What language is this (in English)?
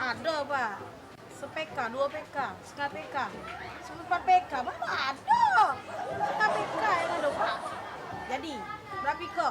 Musi